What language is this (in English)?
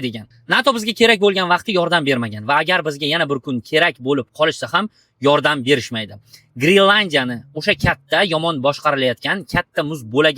Uzbek